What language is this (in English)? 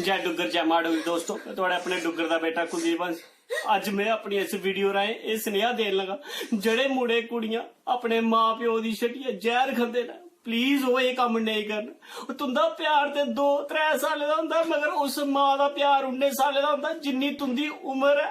Dogri